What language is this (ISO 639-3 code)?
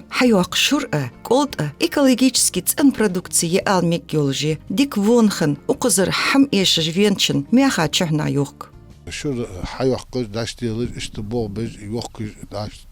inh